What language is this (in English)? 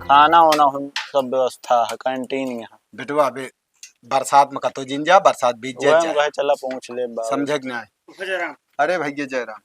Awadhi